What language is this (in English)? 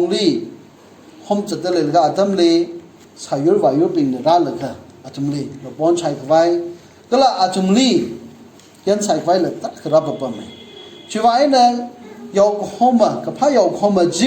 Tangkhul Naga (India)